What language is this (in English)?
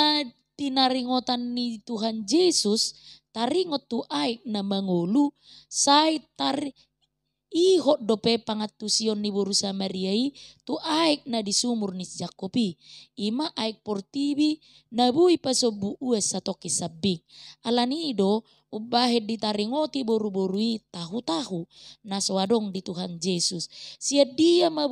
Batak Toba